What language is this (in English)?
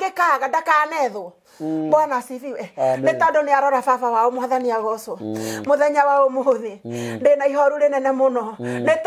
Kikuyu